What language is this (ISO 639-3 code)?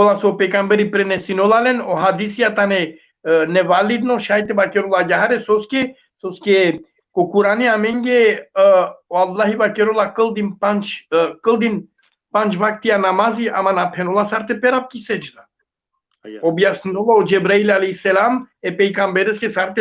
rmn